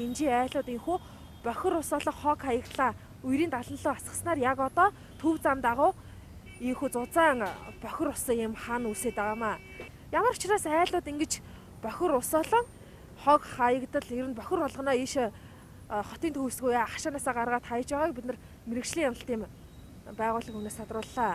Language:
Mongolian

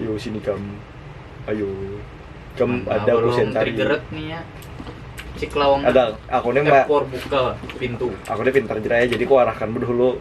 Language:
Banjar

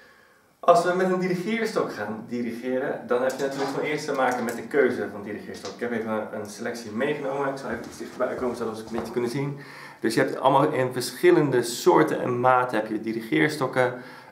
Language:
Dutch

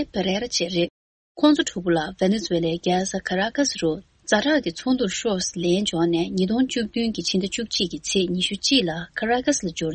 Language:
Tibetan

